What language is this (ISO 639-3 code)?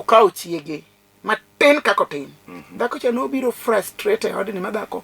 luo